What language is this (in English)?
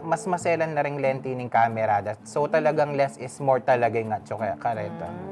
Pampanga